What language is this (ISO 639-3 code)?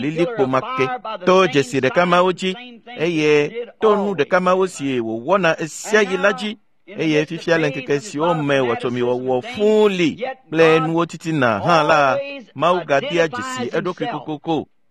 ewe